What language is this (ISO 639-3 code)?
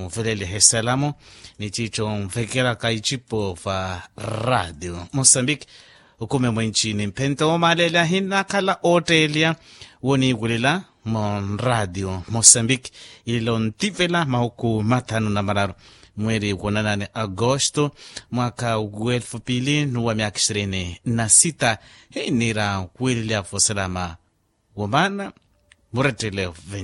vmw